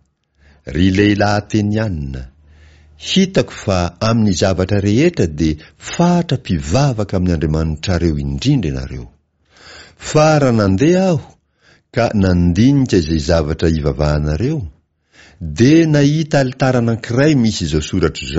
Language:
Malagasy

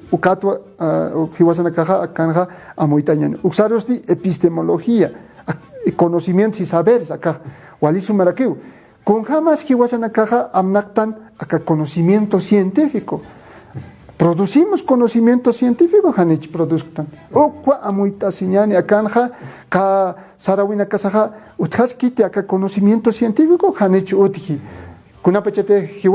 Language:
Aymara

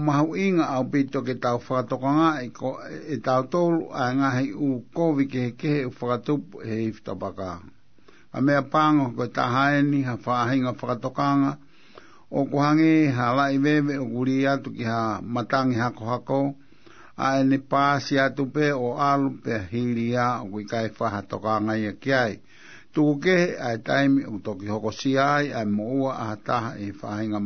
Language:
Tongan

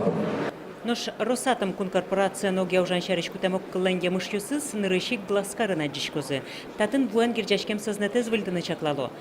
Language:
Udmurt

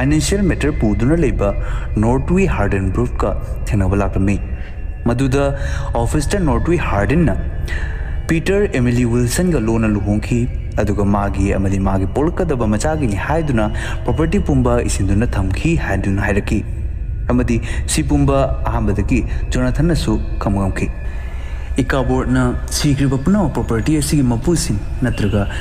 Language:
Manipuri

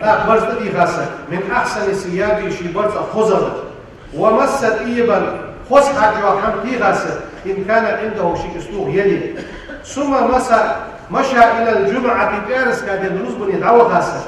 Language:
Ingush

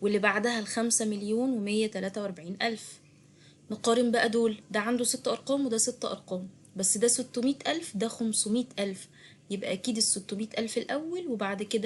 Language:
Egyptian Arabic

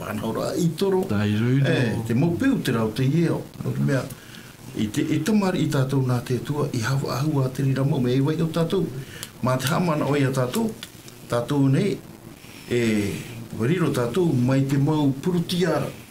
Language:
Tahitian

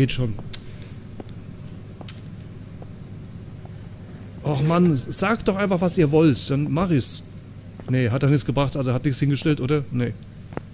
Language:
German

